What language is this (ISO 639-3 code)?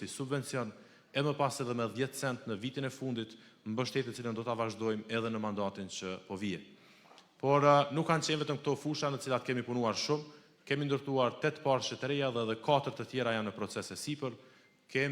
sqi